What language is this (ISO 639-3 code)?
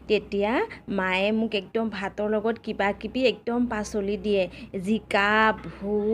asm